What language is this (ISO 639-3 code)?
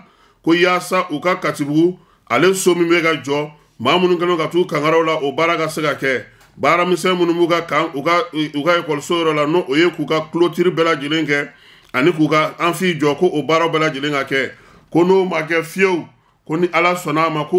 bam